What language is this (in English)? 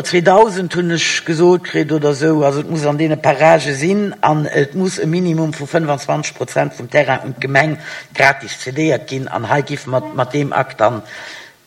Luxembourgish